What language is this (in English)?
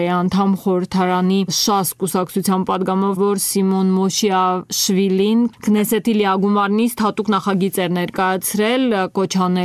Armenian